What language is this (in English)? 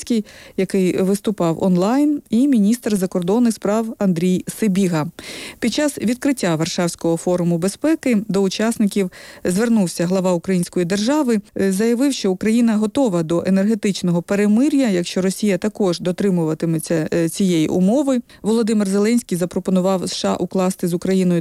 Ukrainian